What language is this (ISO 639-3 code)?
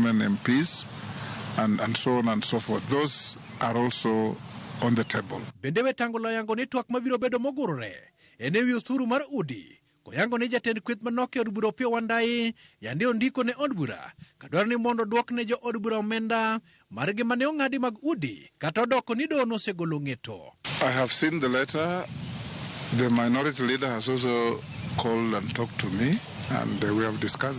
luo